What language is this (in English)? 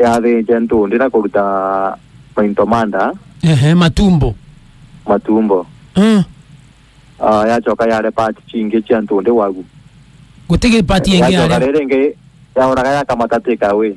Meru